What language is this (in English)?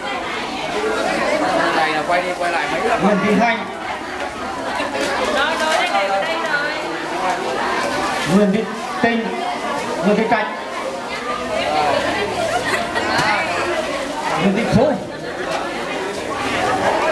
Vietnamese